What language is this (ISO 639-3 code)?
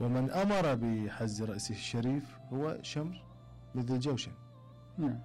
acm